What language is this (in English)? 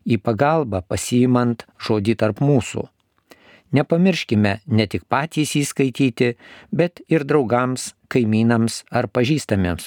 Lithuanian